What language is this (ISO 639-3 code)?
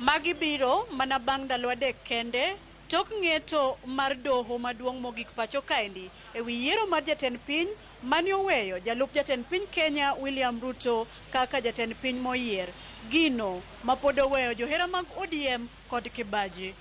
luo